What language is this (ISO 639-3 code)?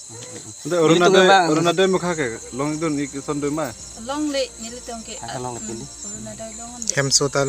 mjw